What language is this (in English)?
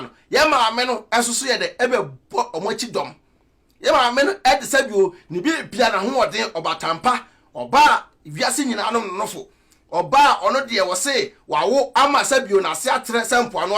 Akan